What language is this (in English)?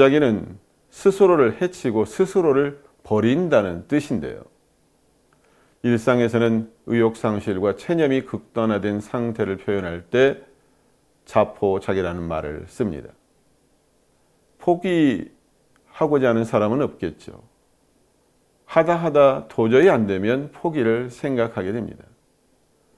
Korean